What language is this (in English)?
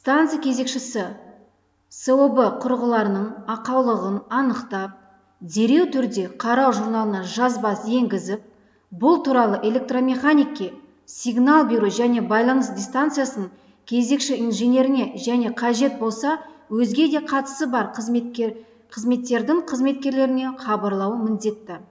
Kazakh